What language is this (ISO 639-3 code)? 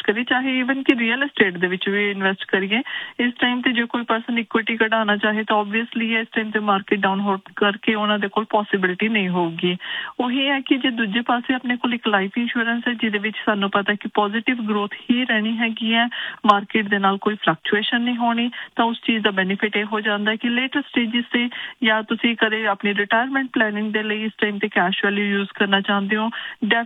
pan